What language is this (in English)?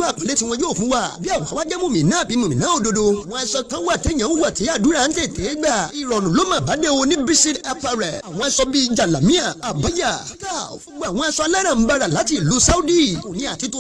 Yoruba